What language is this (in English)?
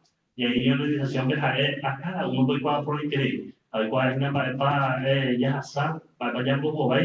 Guarani